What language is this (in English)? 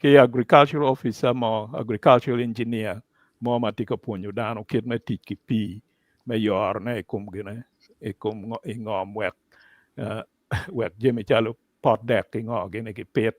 Acoli